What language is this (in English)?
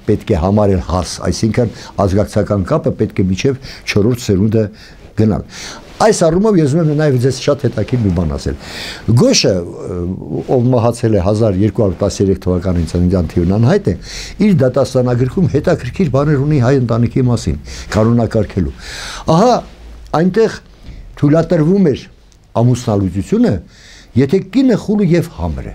Armenian